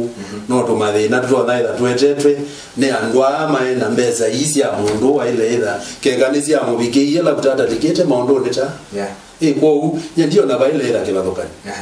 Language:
Kamba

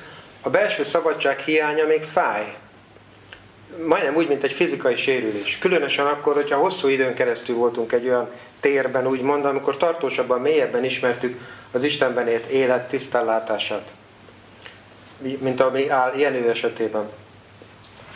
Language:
Hungarian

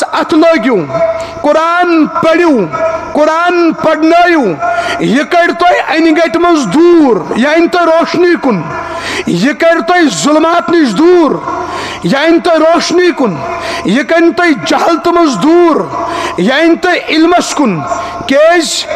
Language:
Kashmiri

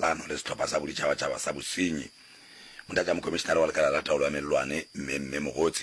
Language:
Northern Sotho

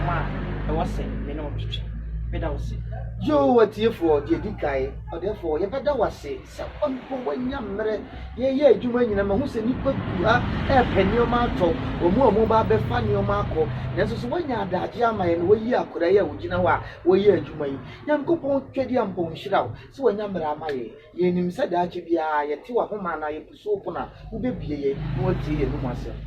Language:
Akan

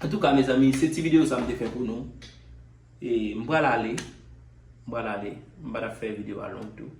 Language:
Haitian Creole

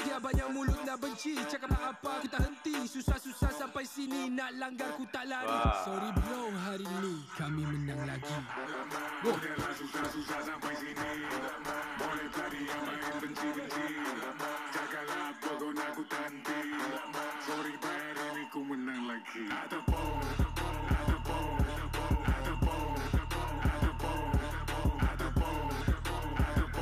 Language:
Malay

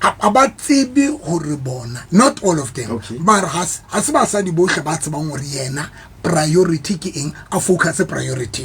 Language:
Southern Sotho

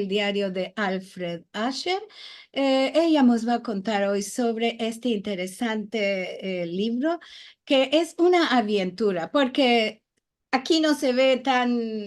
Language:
Ladino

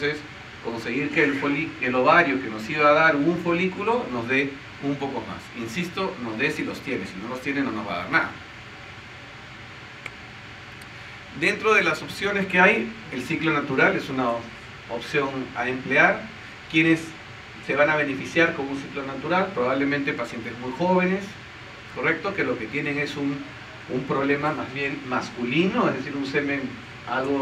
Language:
Spanish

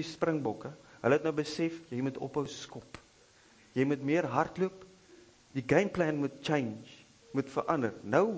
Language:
Afrikaans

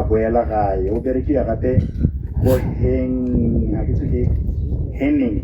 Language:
Tswana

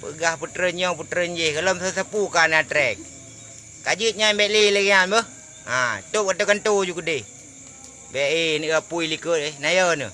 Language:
Achinese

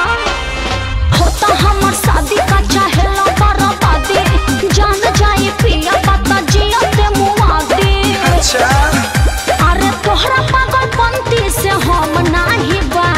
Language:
Bhojpuri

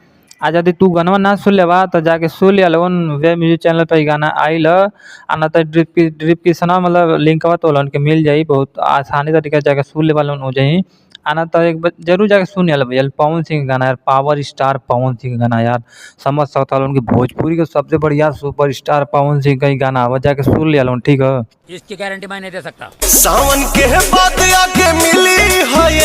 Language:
Bhojpuri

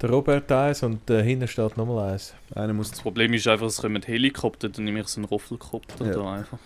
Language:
Swiss German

